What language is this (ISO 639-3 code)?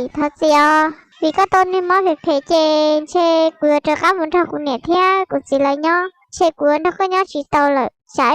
hmn